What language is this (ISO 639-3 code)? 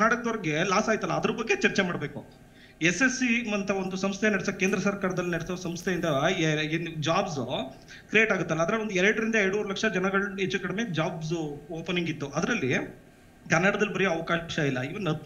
kan